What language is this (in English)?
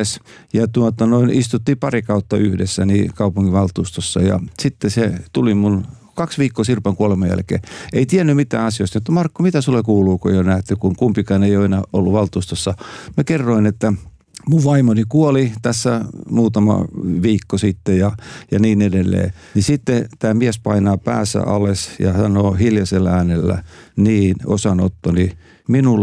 Finnish